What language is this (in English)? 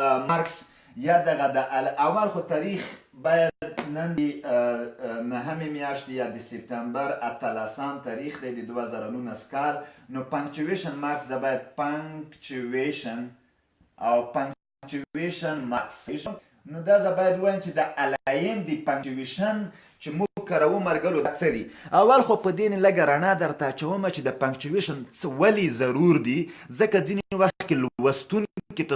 Pashto